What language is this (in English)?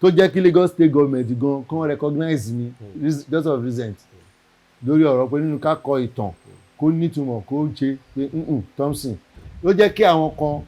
Yoruba